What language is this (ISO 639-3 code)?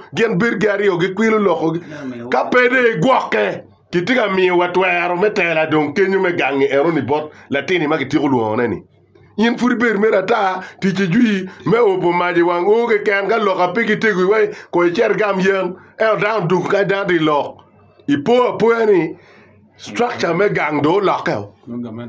ach